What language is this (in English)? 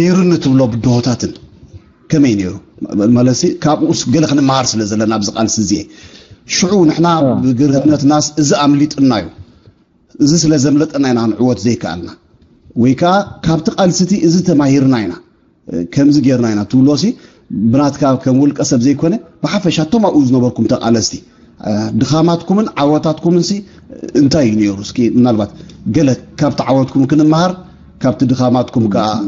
Tigrinya